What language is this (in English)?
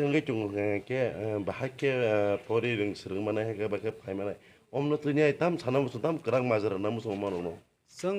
Kok Borok